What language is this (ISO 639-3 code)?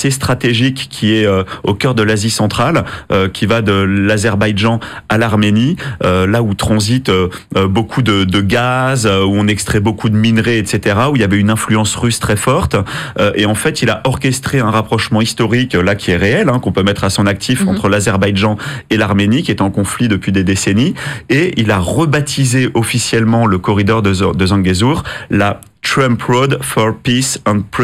fra